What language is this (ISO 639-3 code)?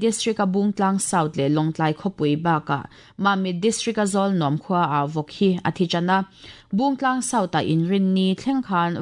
lus